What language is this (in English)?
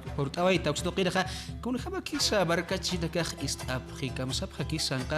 Aymara